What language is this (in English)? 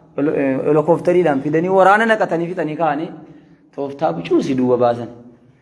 Oromo